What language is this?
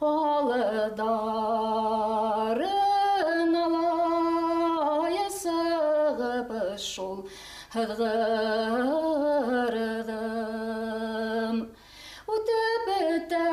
Bashkir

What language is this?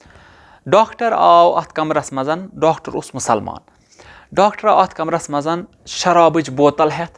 Kashmiri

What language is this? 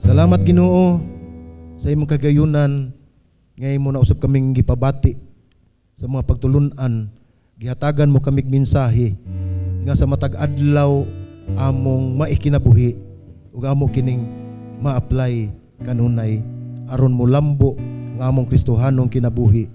Cebuano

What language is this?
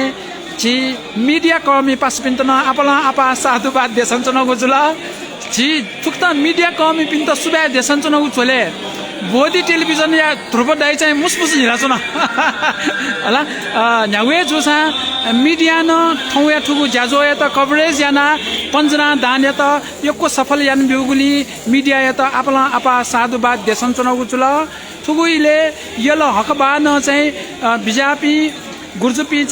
Newari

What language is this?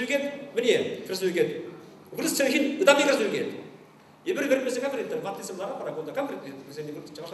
Chuvash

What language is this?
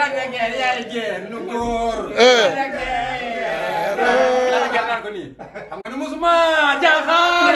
Wolof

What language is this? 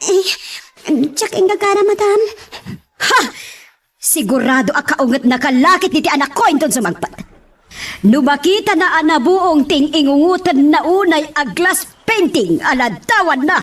Iloko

